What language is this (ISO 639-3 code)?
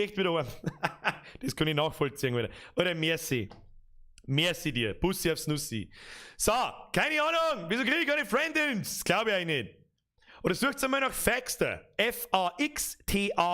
bar